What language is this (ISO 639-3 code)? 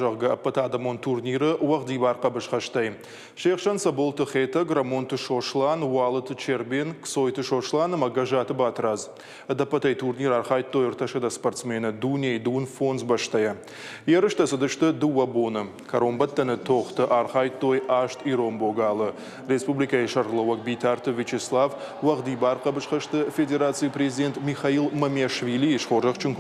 oss